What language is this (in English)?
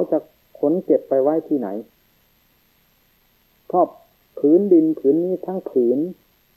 Thai